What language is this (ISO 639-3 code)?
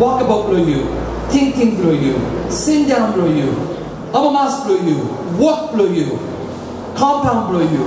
tpi